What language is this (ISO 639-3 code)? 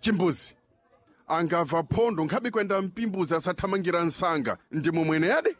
seh